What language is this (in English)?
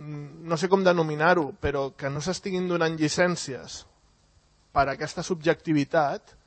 Catalan